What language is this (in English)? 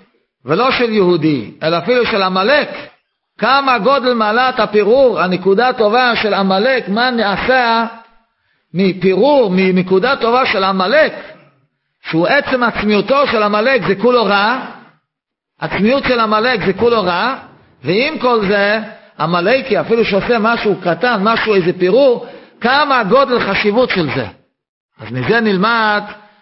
Hebrew